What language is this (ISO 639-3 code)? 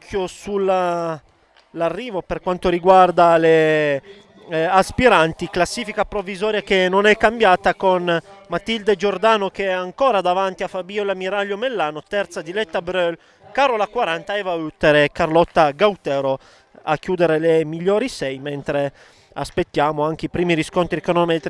ita